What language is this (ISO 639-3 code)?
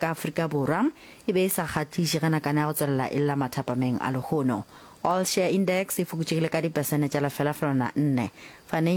nso